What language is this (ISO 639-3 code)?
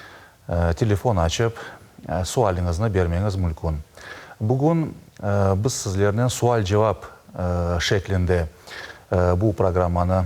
crh